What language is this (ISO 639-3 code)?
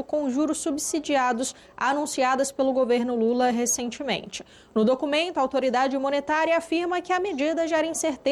por